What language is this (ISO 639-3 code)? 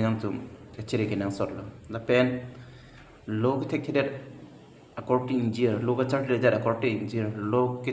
mjw